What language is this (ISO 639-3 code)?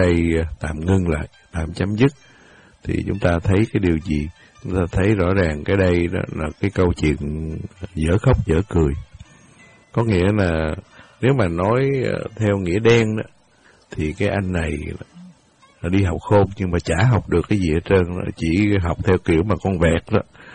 vie